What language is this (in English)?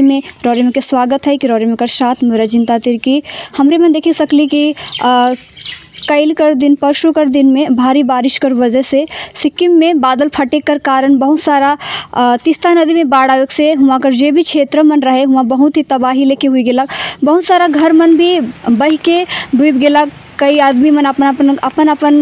Sadri